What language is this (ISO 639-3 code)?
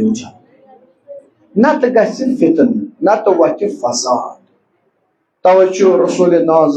kas